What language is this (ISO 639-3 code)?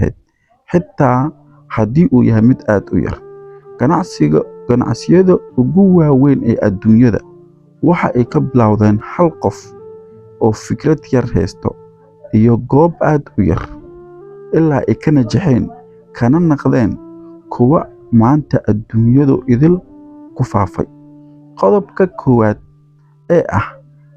som